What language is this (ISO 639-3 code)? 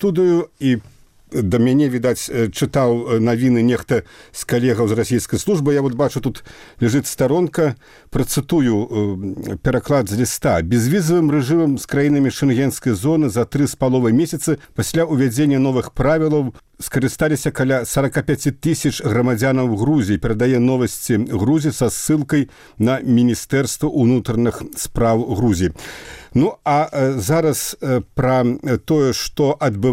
bel